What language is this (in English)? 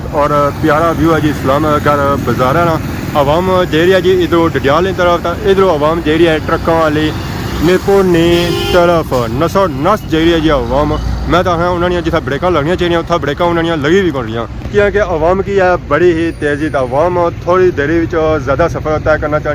Pahari-Potwari